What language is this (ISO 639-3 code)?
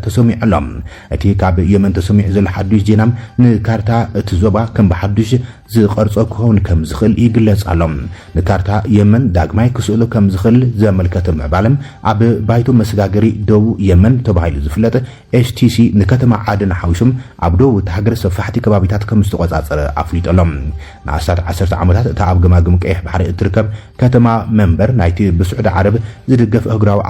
tir